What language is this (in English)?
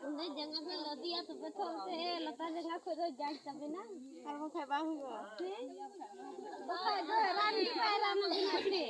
Santali